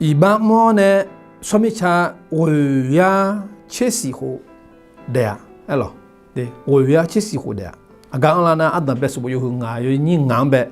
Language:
Akha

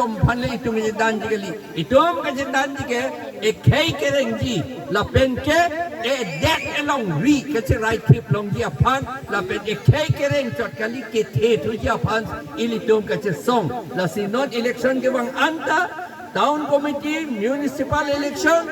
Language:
Karbi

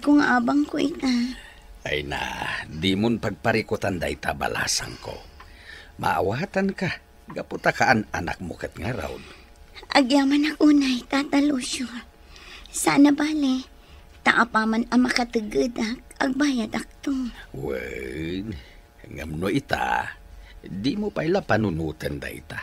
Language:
Iloko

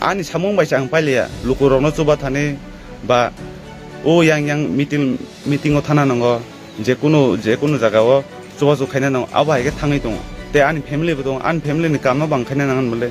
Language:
Kok Borok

